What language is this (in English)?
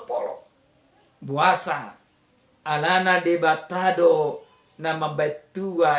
Batak Toba